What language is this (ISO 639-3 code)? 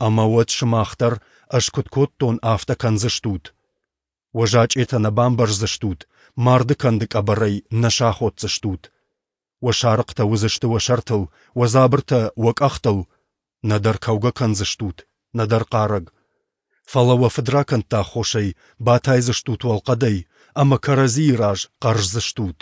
oss